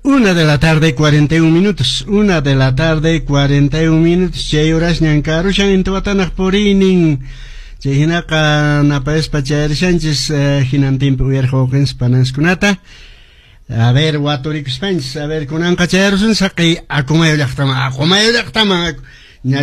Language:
Quechua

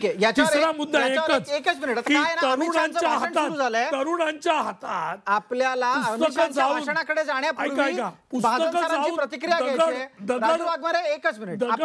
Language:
Marathi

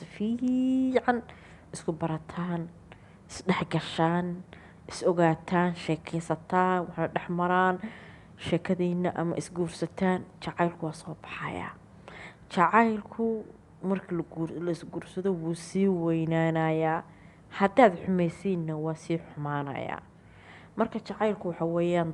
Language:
Somali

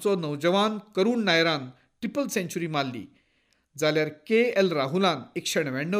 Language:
Konkani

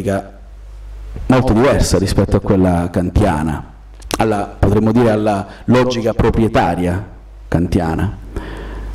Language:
Italian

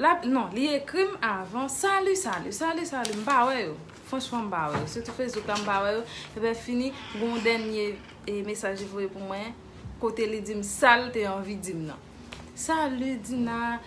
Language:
Haitian Creole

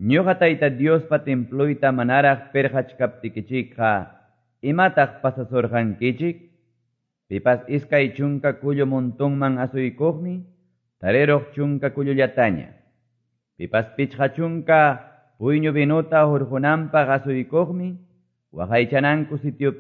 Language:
Quechua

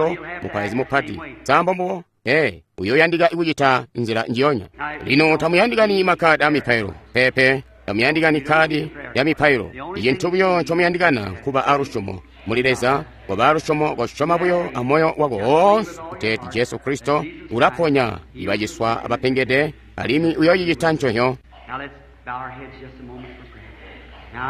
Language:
Tonga (Zambia)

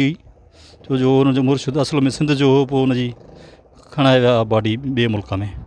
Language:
Sindhi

